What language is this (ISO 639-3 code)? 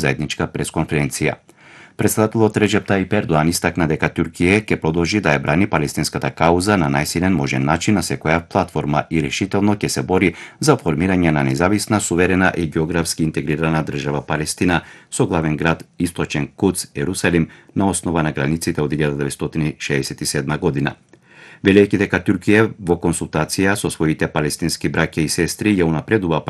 mkd